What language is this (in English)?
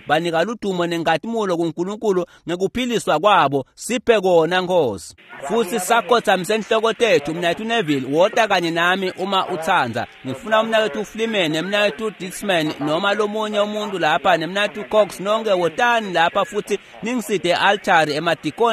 Swati